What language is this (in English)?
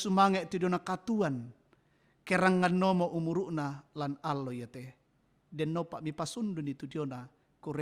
Toraja-Sa'dan